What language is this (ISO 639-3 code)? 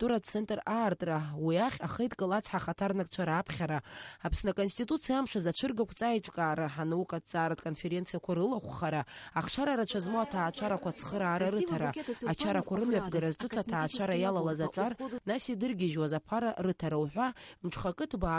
abk